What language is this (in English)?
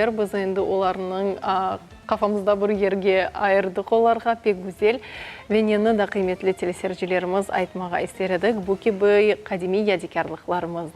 Crimean Tatar